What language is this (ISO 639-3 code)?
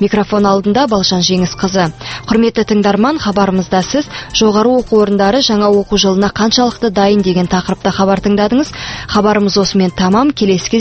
kaz